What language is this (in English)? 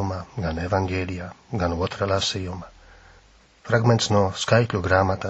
Latvian